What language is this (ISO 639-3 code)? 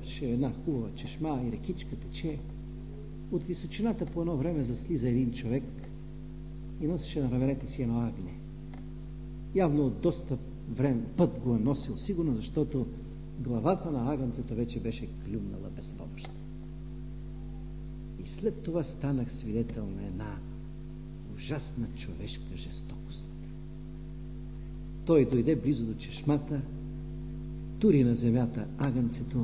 bul